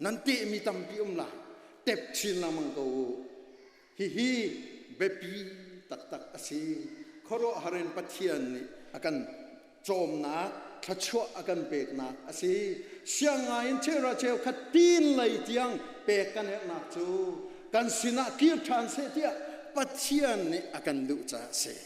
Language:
Hakha Chin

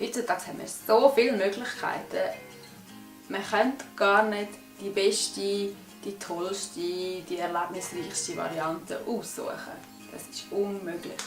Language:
Swiss German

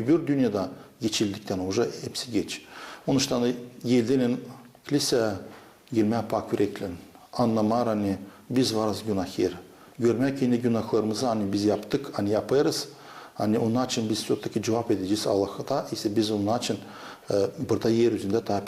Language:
Gagauz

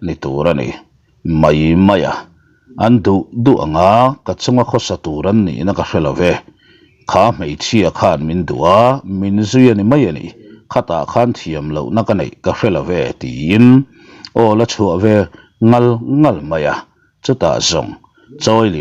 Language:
Mizo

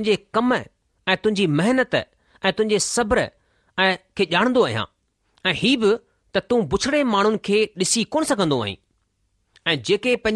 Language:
Sindhi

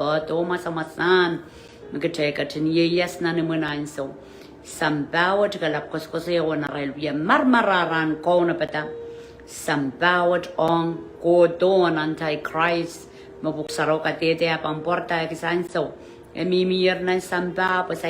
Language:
Pohnpeian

